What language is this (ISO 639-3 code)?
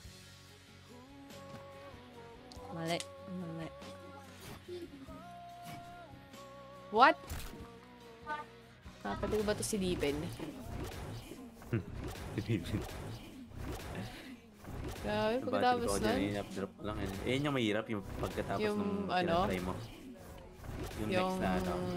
fil